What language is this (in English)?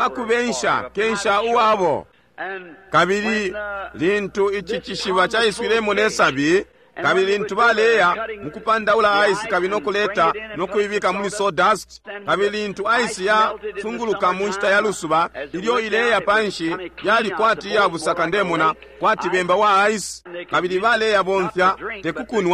Bemba